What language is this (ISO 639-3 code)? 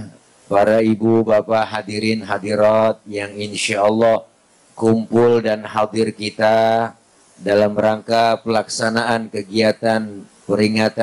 bew